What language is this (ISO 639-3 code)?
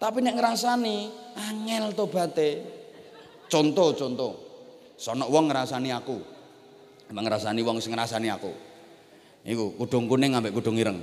jav